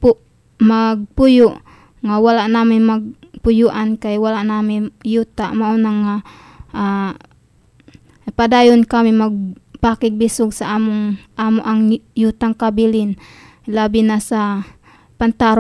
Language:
Filipino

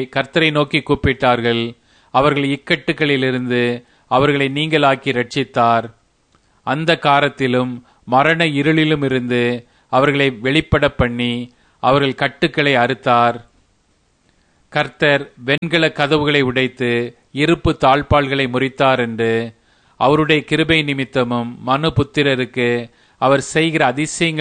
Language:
Tamil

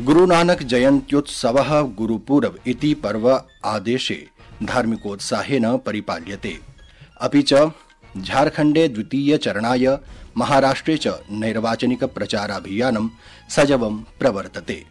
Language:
Sanskrit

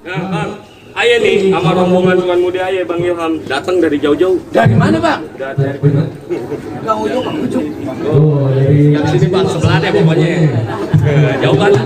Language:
Betawi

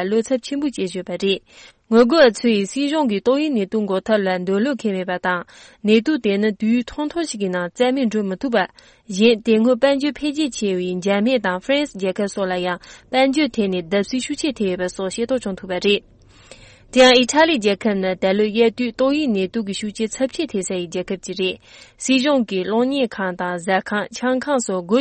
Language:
Tibetan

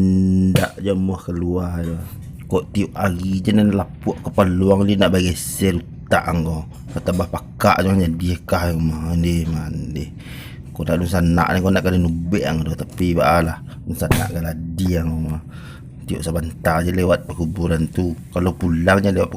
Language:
Minangkabau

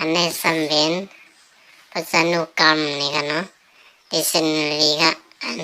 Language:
Shan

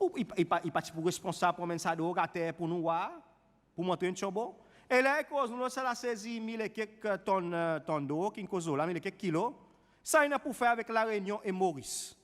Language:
Seselwa Creole French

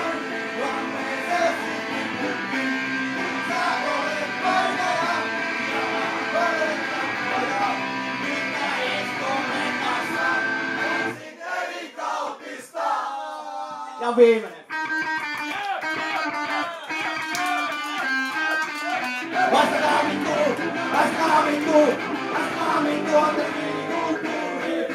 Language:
Finnish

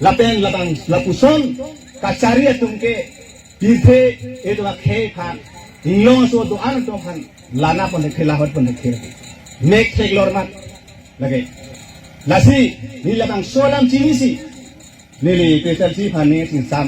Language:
Karbi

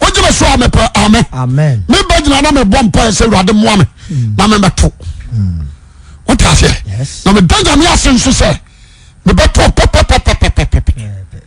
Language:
Akan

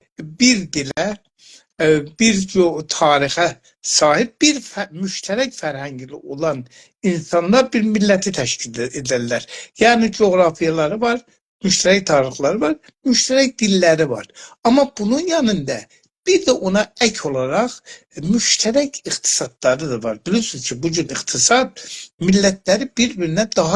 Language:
South Azerbaijani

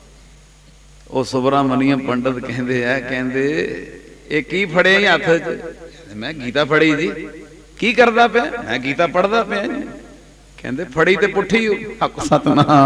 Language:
Punjabi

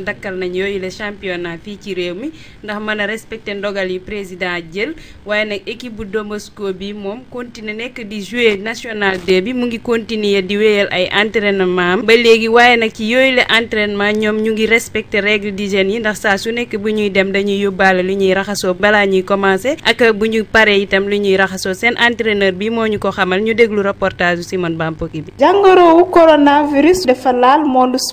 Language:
Wolof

